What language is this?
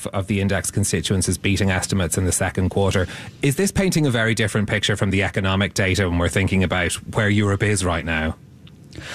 English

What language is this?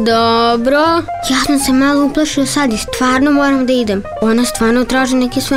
Serbian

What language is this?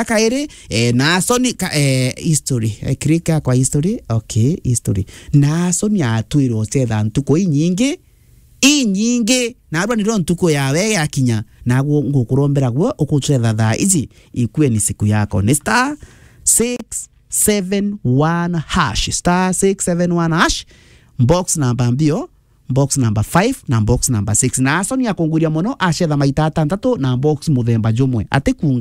Meru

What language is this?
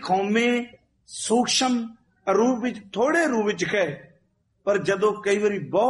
Punjabi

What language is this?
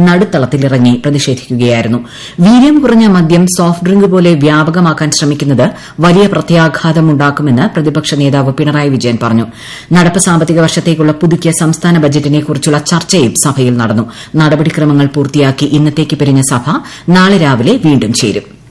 Malayalam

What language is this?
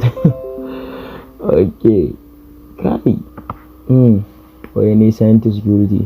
Hausa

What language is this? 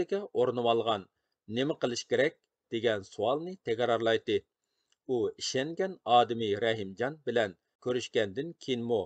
Uyghur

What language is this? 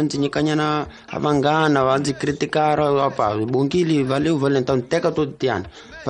Tsonga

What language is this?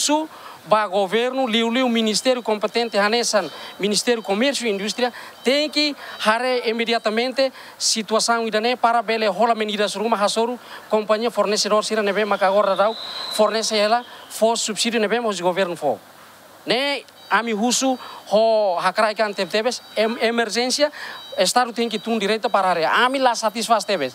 Tetum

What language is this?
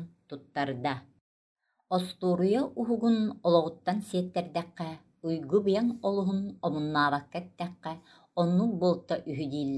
Yakut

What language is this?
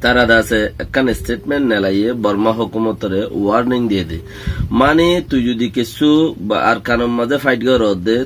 Rohingya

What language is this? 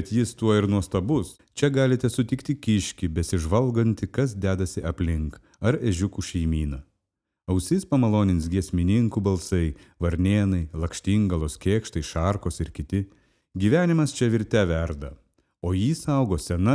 Lithuanian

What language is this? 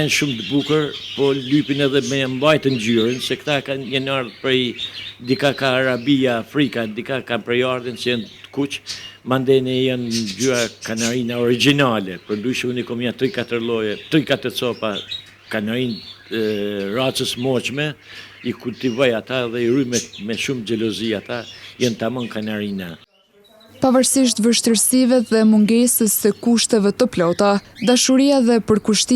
Albanian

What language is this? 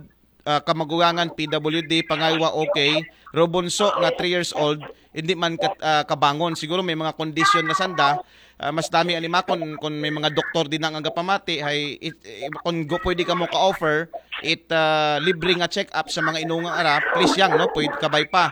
Aklanon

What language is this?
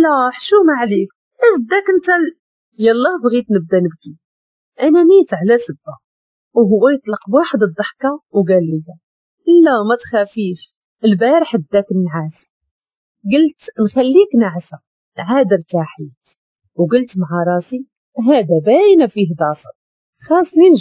Moroccan Arabic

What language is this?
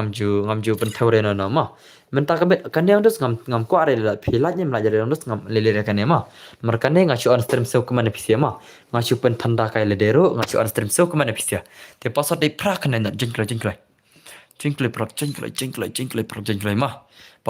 Khasi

